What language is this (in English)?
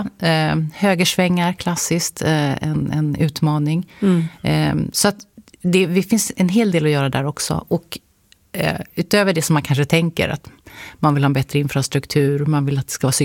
Swedish